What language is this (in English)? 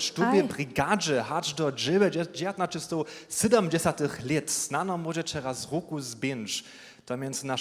Upper Sorbian